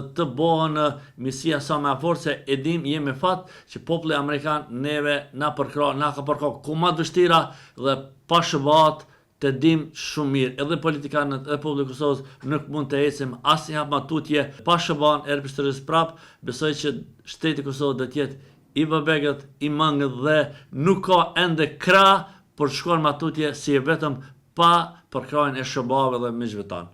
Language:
Albanian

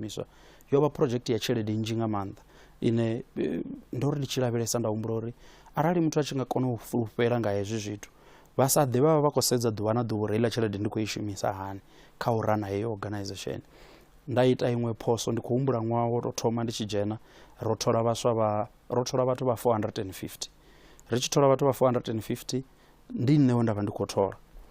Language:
Venda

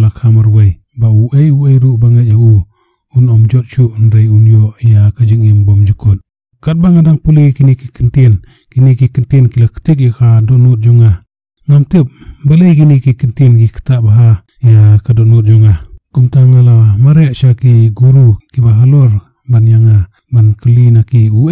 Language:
Khasi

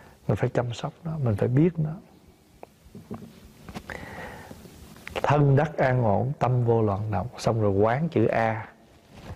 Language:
Vietnamese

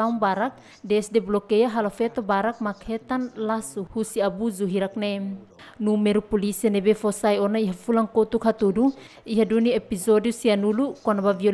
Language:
Tetum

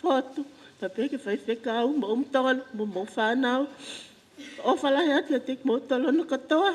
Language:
Tongan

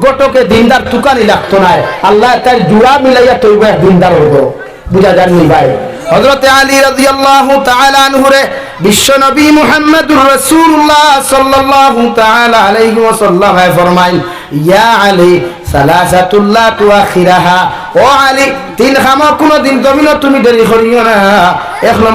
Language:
Sylheti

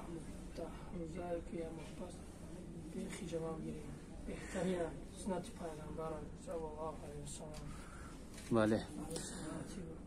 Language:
Tajik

